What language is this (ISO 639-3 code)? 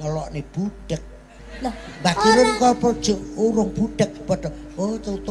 jav